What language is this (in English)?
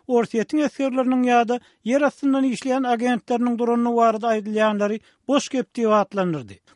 Turkmen